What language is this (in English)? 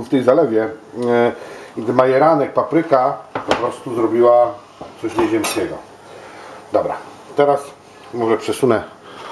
Polish